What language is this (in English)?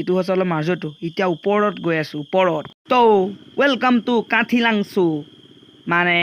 Assamese